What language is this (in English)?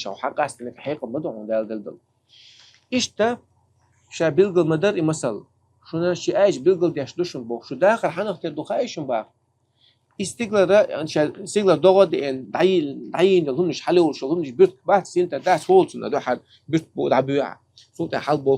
Chechen